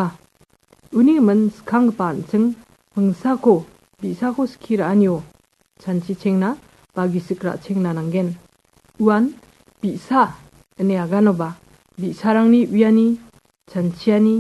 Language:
Garo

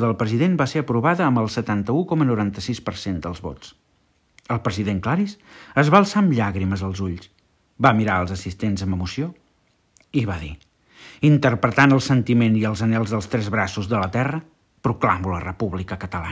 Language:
Catalan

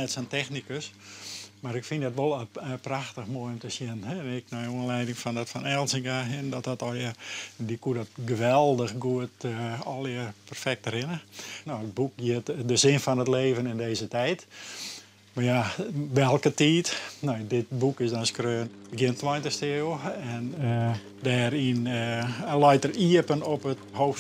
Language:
Western Frisian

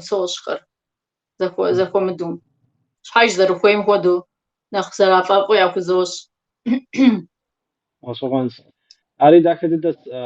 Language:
Kabardian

